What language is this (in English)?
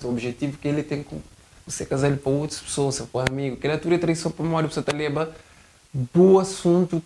Kabuverdianu